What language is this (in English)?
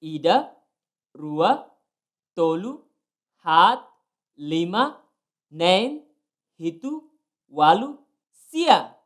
Tetum